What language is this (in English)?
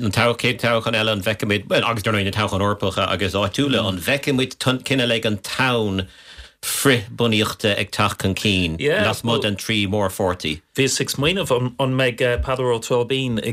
Irish